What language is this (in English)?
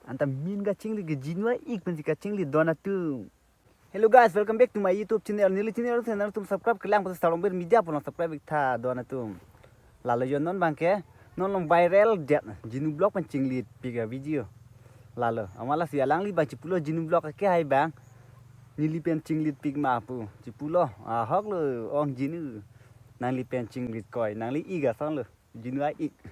Karbi